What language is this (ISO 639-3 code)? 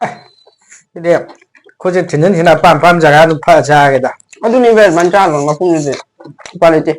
mni